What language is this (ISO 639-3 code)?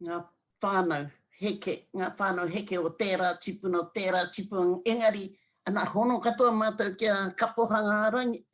mri